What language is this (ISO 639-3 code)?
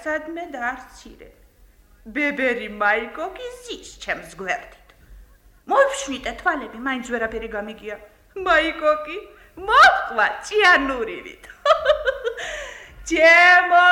kat